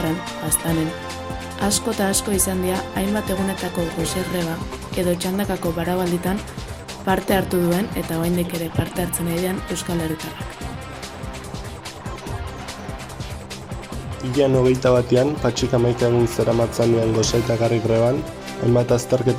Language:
Basque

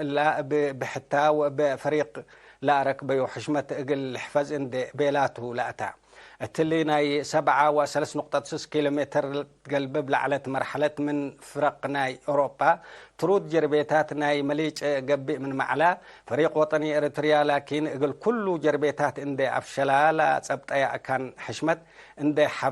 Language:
Tigre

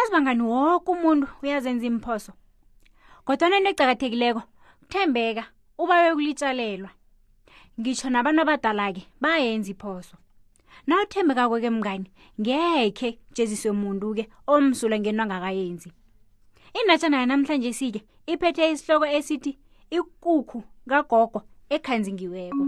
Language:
South Ndebele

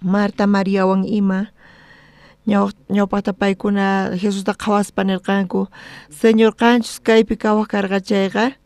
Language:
South Bolivian Quechua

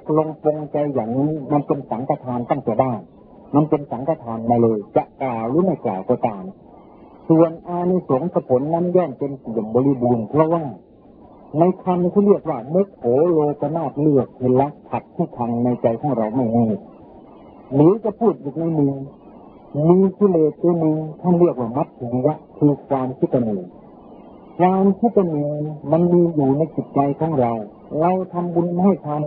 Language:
Thai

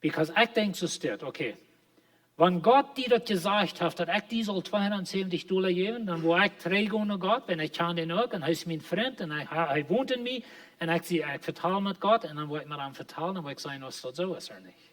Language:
Plautdietsch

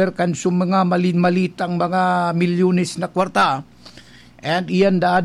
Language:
Bikol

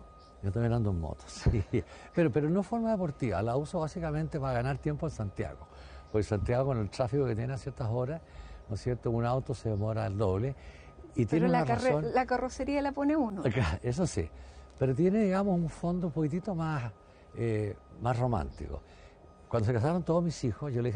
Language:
Spanish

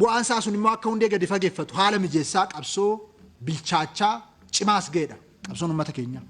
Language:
Oromo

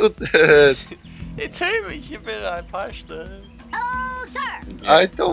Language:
Faroese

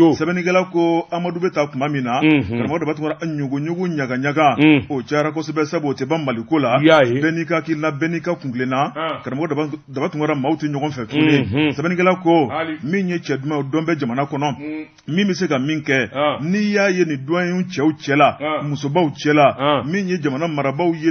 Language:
Bambara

